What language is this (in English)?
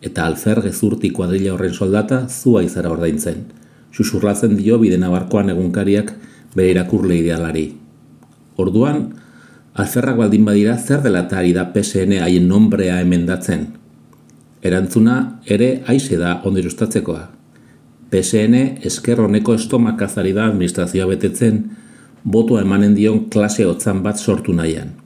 Basque